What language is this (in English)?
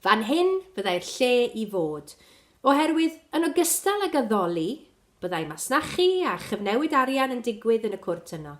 Welsh